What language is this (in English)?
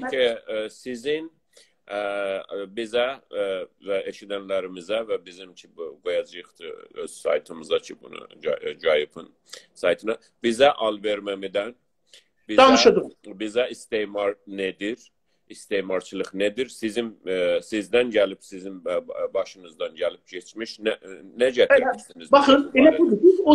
South Azerbaijani